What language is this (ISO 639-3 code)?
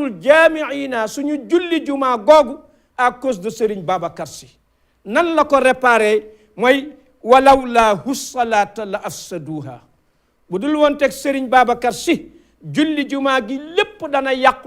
wol